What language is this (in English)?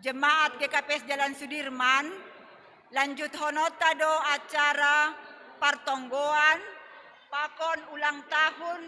Batak Simalungun